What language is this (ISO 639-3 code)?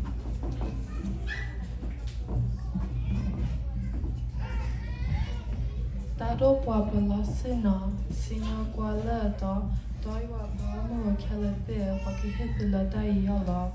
ksw